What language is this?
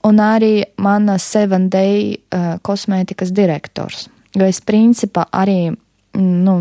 Latvian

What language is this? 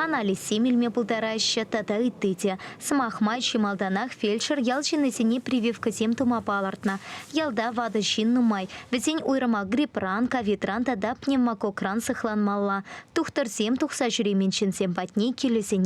Chuvash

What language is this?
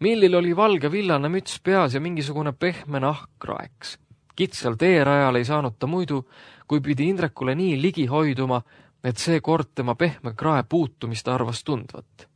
Estonian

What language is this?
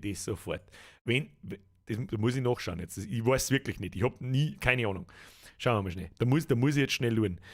Bavarian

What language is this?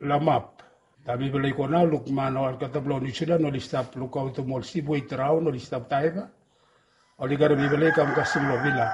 Bislama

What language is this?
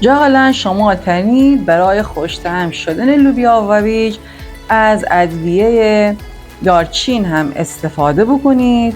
Gilaki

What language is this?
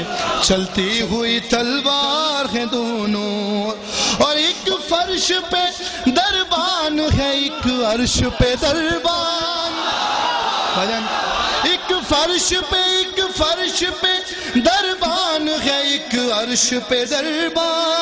Urdu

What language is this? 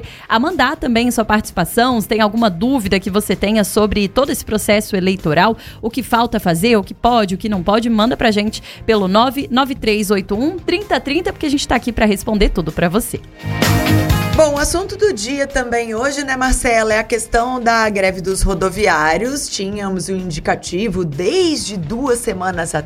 Portuguese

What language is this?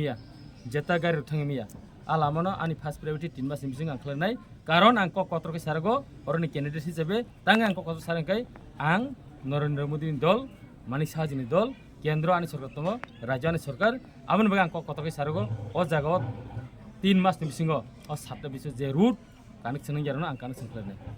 Kok Borok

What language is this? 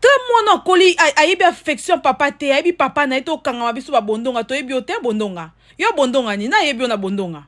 Lingala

